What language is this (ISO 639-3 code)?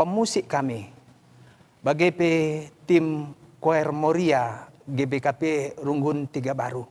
btx